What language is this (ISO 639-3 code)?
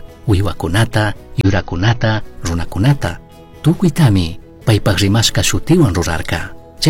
qug